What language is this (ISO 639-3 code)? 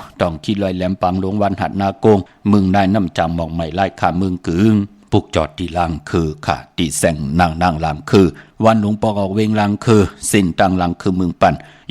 shn